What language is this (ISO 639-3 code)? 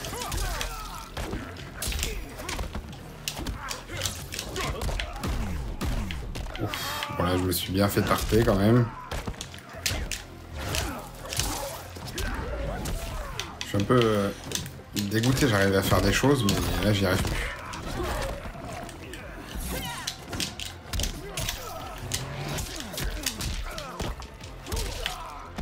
fra